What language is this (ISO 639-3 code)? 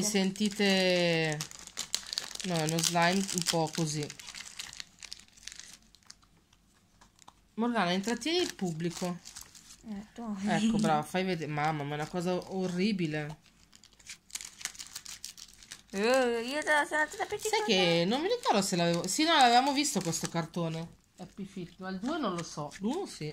ita